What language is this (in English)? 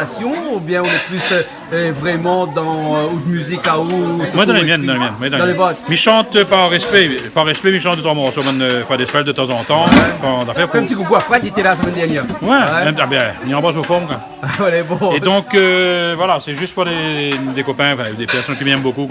Réunion Creole French